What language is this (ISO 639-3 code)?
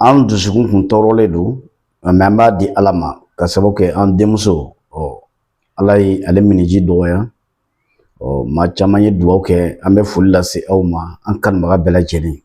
bam